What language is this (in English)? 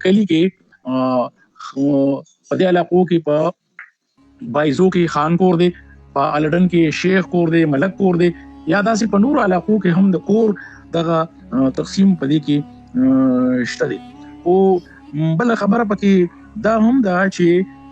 Pashto